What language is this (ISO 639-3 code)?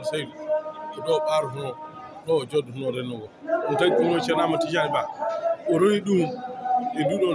ful